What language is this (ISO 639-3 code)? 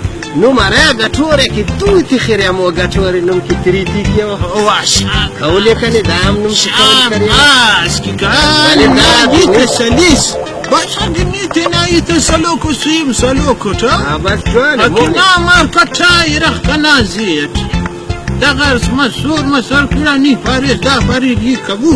brh